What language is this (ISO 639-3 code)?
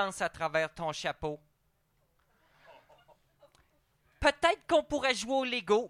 fra